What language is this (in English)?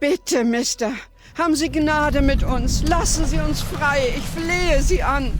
Bavarian